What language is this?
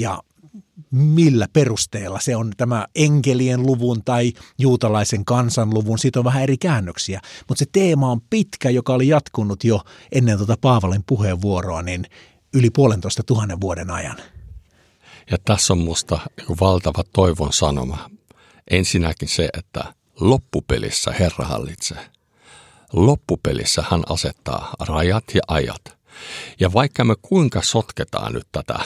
Finnish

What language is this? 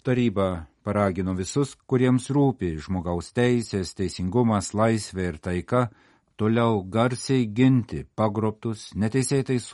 Lithuanian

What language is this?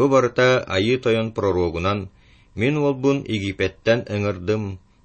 Yakut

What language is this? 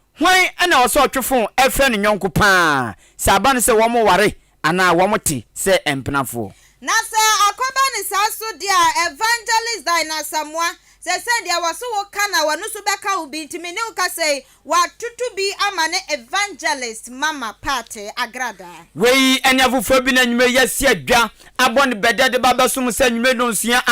Akan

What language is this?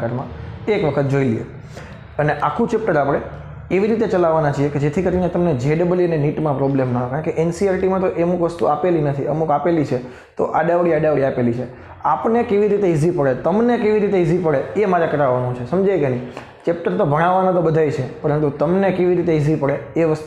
Gujarati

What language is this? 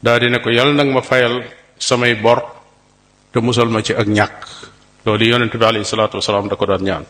Wolof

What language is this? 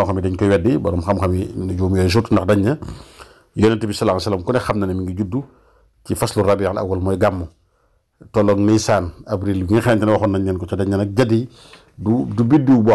Wolof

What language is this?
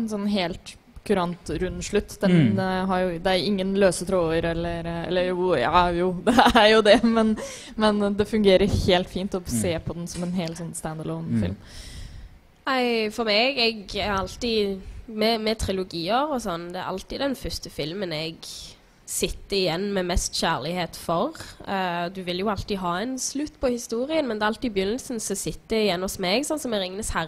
Norwegian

